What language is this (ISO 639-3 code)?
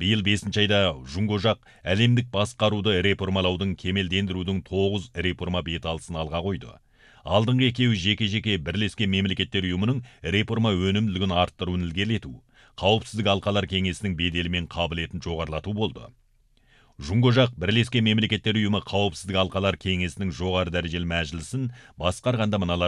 kaz